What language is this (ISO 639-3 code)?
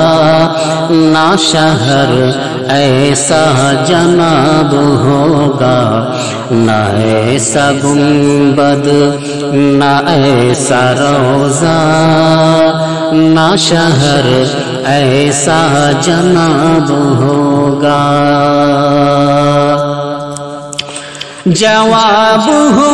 urd